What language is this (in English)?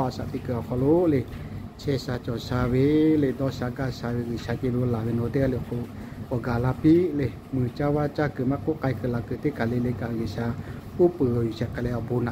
Lahu